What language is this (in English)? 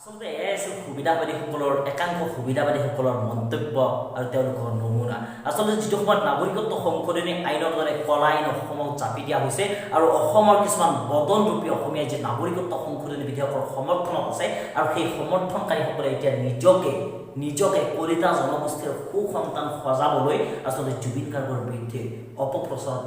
Assamese